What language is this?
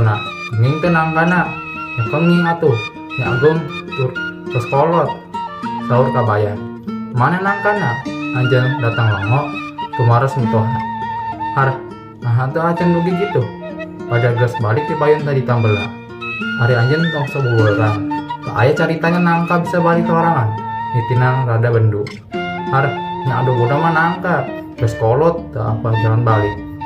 Sundanese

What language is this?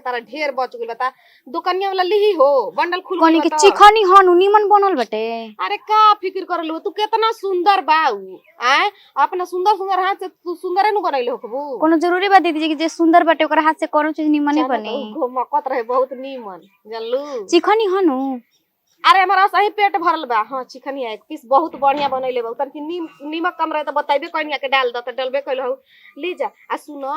Bhojpuri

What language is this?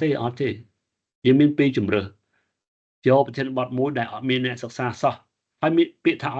Khmer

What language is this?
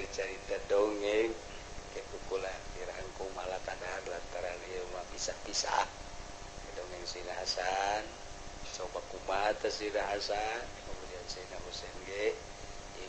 Sundanese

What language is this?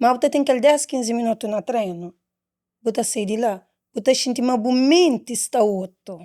Kabuverdianu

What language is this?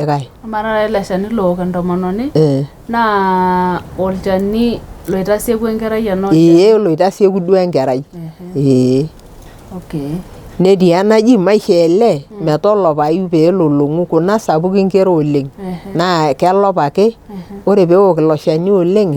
Masai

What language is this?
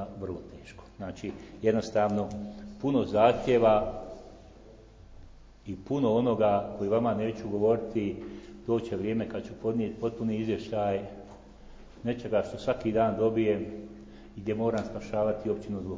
Croatian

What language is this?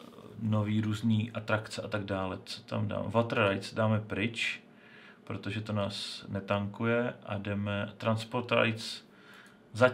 Czech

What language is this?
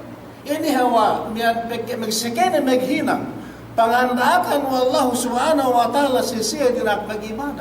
Yakan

